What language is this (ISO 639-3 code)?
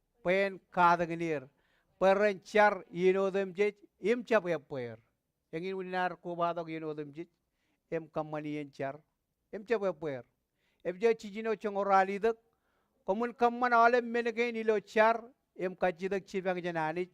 mah